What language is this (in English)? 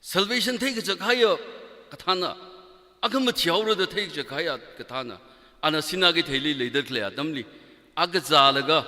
Tangkhul Naga (India)